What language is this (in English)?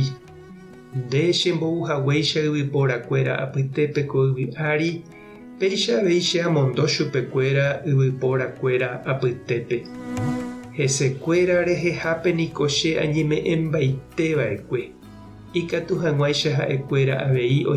Guarani